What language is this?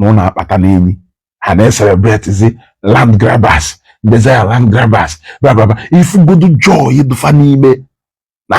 Igbo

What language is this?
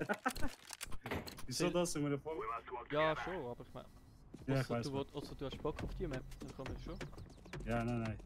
Swiss German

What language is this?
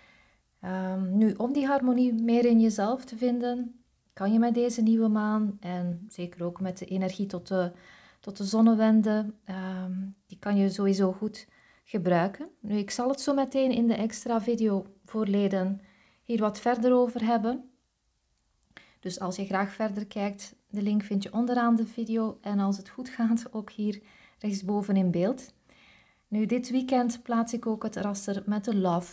Dutch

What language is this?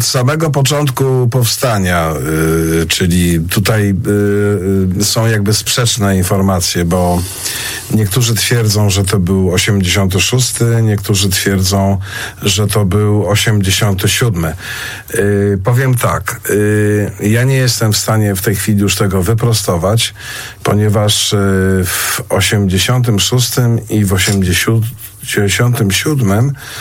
Polish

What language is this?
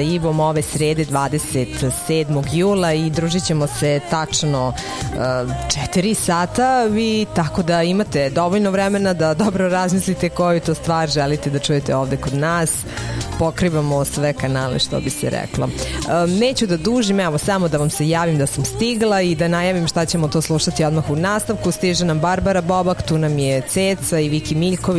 Serbian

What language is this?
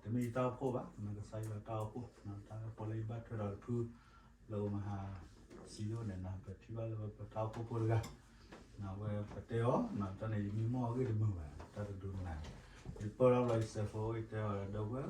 S'gaw Karen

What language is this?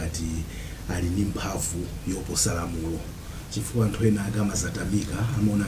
Nyanja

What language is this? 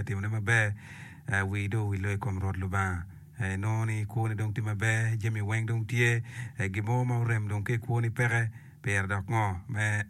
Acoli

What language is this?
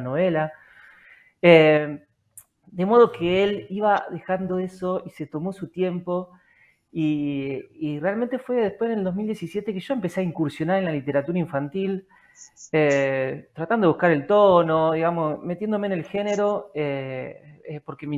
Spanish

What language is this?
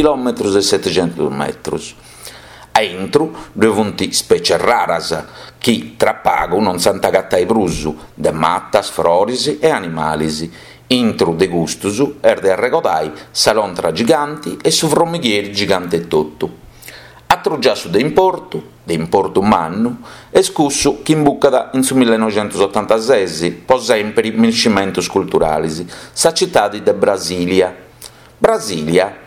Sardinian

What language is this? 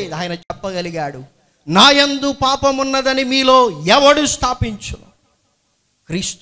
Telugu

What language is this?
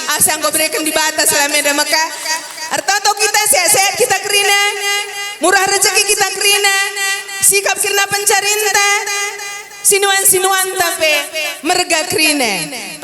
Batak Karo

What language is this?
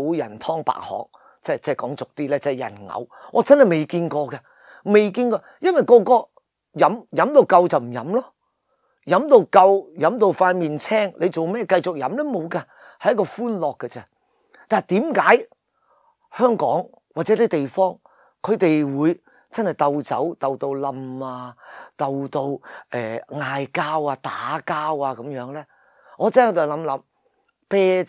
Cantonese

